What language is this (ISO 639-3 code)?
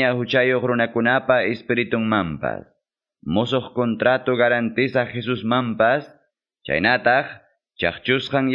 que